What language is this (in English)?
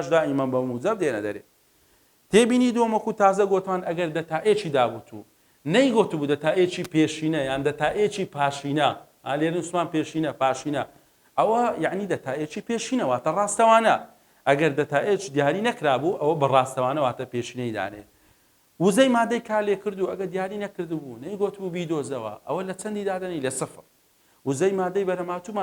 Central Kurdish